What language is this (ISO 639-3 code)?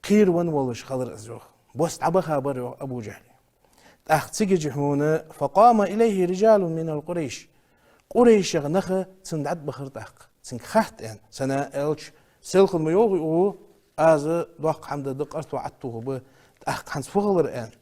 inh